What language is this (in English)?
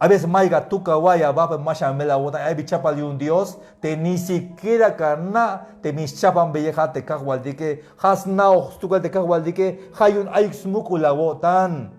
Tzeltal